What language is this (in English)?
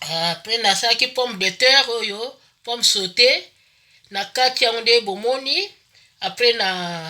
Lingala